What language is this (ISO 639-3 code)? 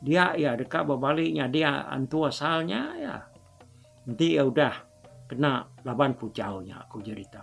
iba